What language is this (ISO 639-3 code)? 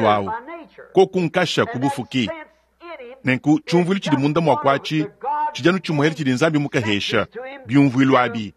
lua